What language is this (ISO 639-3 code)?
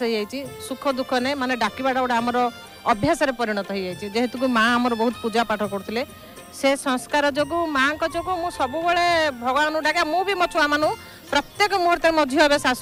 ori